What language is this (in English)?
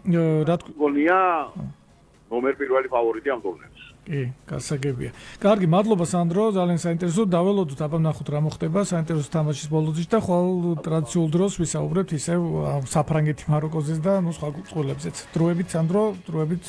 Georgian